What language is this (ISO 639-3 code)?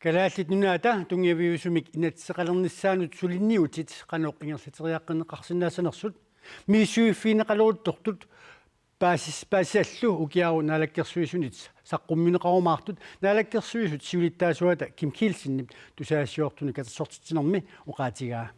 kal